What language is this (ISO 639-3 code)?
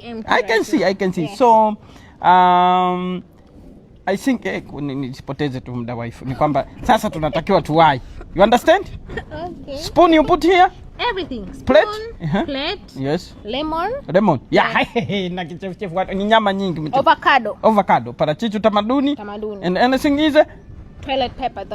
eng